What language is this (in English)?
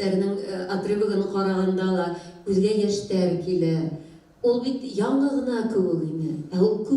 Bashkir